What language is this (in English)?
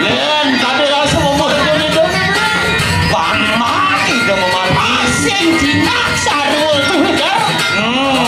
Balinese